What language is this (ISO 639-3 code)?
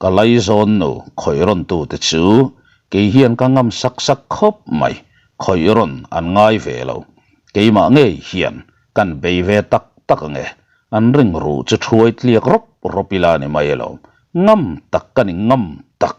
lus